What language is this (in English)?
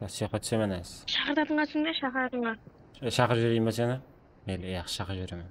Kara-Kalpak